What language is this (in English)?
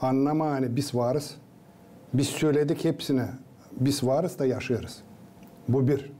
Gagauz